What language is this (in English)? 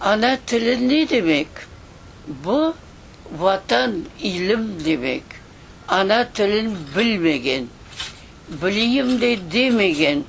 Crimean Tatar